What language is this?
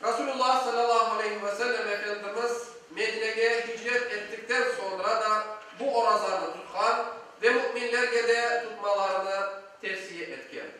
Crimean Tatar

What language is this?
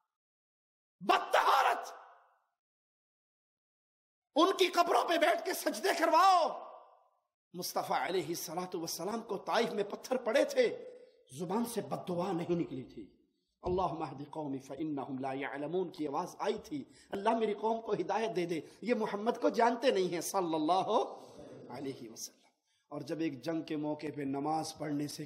Urdu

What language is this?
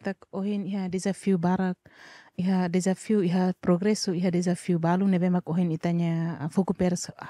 Tetum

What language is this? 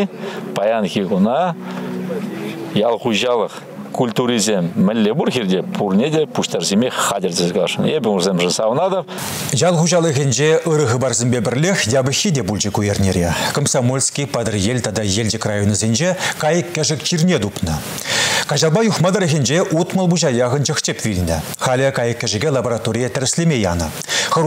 Chuvash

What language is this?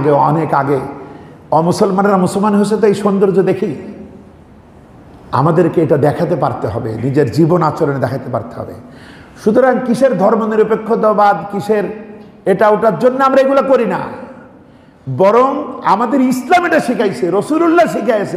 Bangla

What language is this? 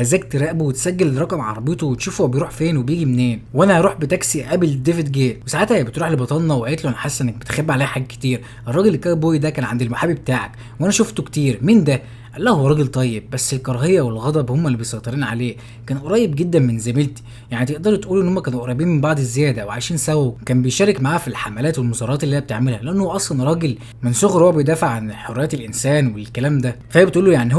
Egyptian Arabic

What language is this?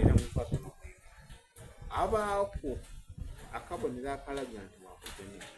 Soga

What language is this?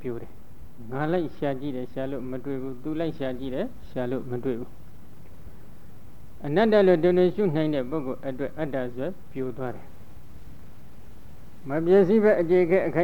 Burmese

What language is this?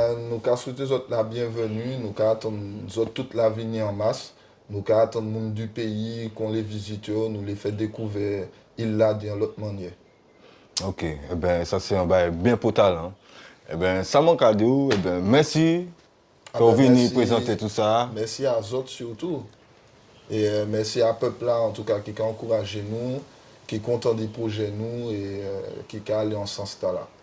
Guadeloupean Creole French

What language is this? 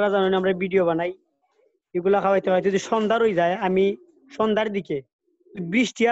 Sylheti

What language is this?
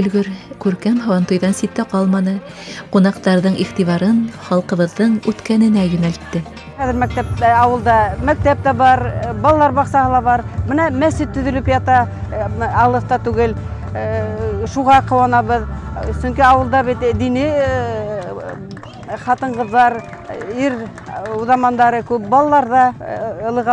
Bashkir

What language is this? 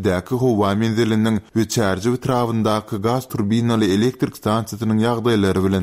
Turkmen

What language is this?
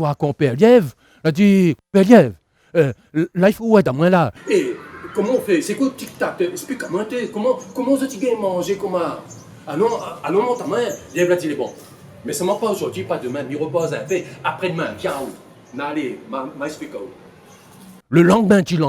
Réunion Creole French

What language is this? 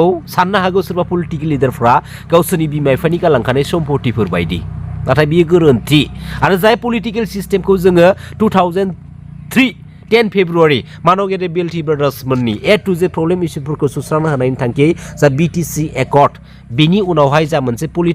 Bodo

